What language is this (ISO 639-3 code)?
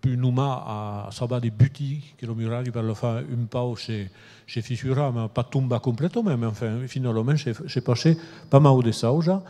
oci